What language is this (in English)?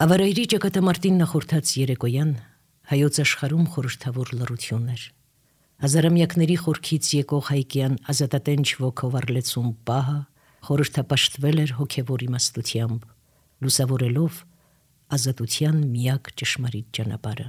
Armenian